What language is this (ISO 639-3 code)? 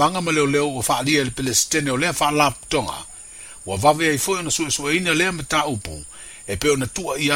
smo